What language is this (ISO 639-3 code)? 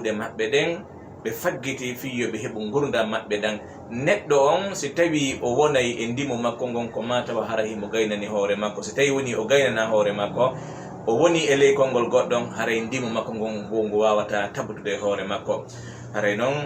ful